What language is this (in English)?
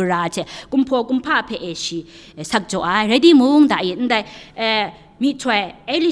Kachin